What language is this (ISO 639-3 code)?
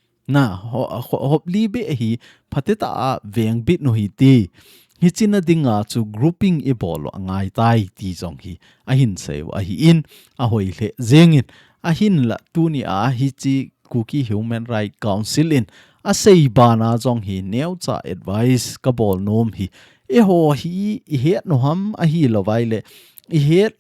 tcz